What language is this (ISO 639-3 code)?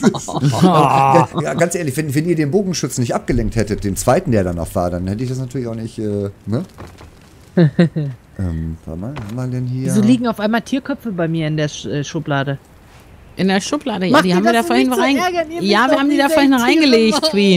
deu